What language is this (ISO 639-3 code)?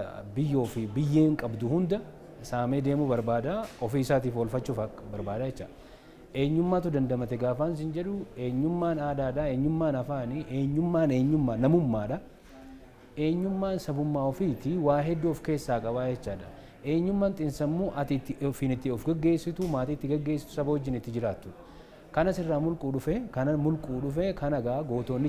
orm